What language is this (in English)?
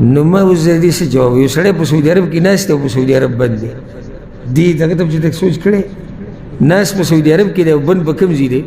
Pashto